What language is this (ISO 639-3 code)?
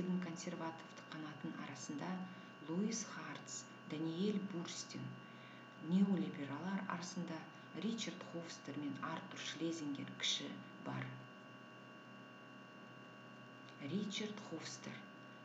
kaz